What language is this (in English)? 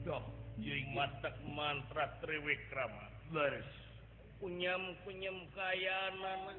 Sundanese